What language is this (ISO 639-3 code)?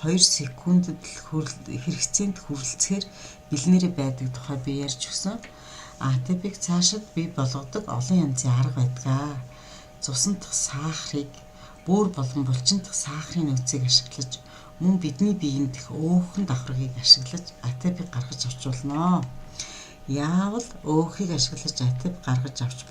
mon